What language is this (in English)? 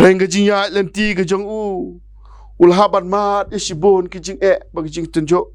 Khasi